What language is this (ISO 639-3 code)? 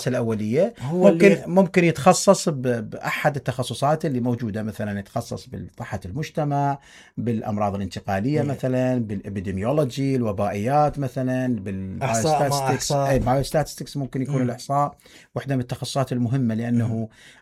acm